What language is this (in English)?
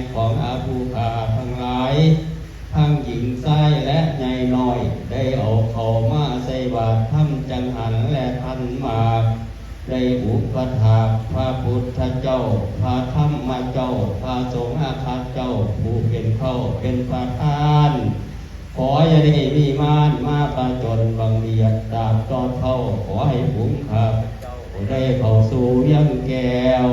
Pali